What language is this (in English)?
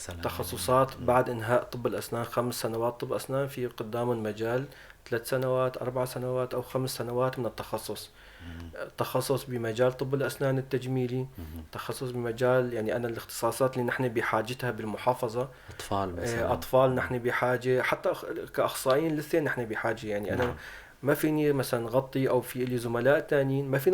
North Levantine Arabic